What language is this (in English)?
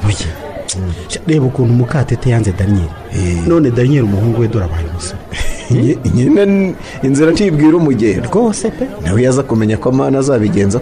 Kinyarwanda